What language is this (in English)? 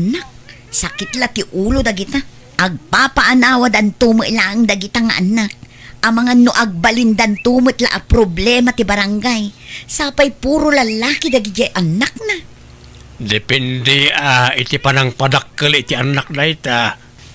Iloko